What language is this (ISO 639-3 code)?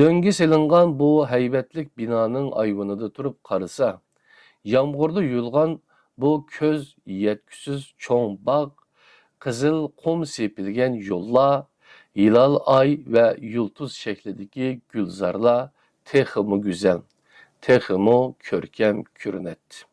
uig